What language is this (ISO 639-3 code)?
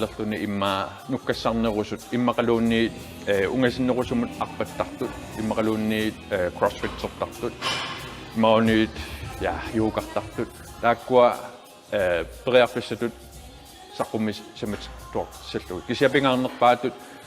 kal